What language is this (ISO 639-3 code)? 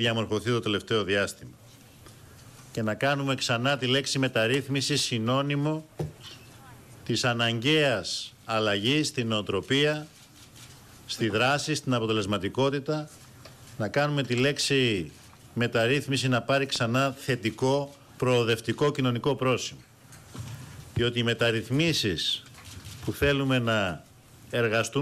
ell